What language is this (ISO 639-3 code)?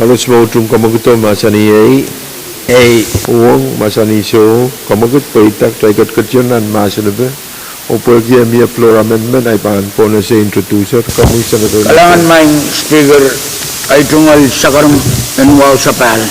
pon